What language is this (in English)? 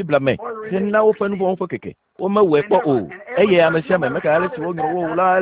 Ewe